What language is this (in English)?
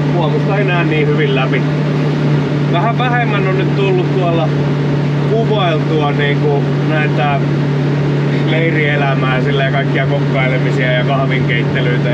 Finnish